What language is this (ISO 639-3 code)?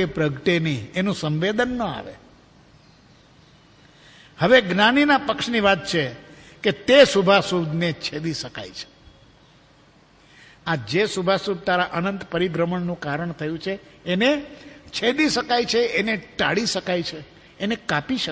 guj